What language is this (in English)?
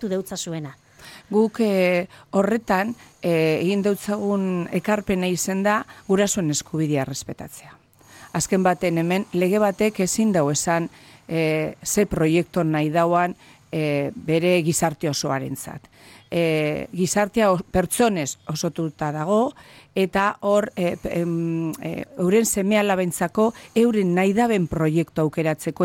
Basque